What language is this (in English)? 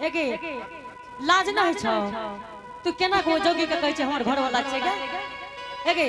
Angika